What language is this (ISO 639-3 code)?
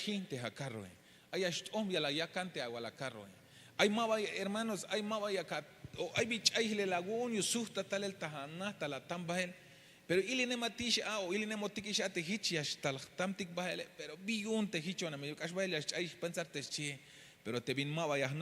tzh